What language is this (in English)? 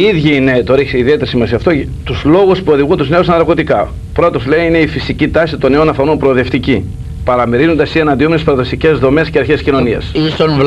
Greek